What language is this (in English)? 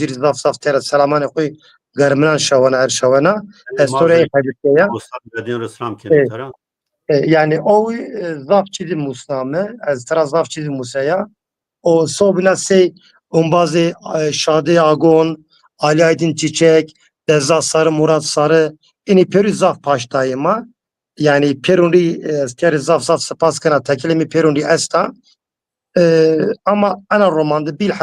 Zaza